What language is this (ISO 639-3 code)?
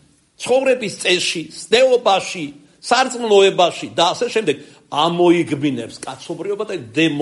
kat